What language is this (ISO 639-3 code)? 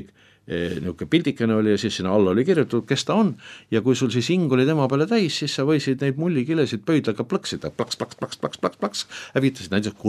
est